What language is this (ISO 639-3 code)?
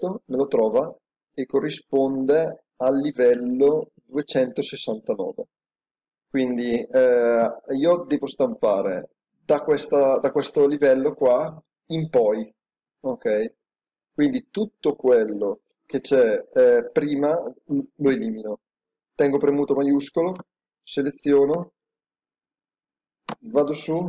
ita